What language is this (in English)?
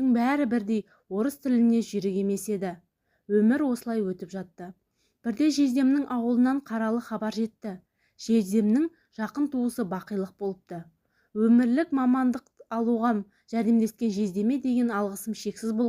Kazakh